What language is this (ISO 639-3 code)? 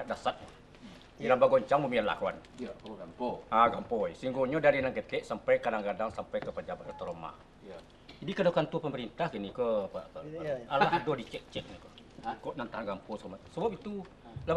min